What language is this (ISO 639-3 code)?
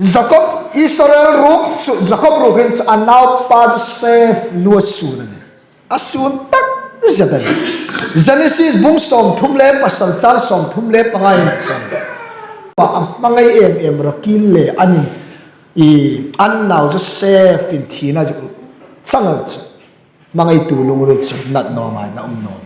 hmr